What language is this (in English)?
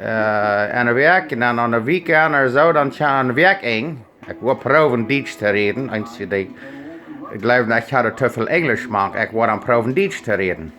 Plautdietsch